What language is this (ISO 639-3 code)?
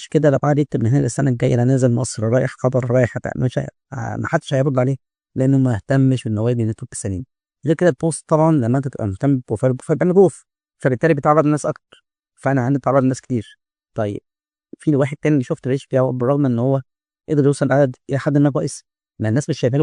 arz